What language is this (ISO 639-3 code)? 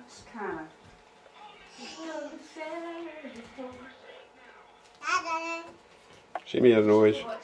eng